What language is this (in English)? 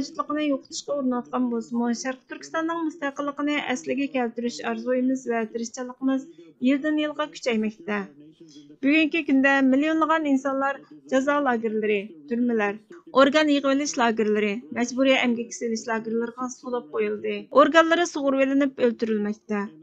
Uyghur